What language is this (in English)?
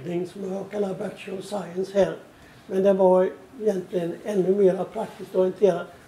Swedish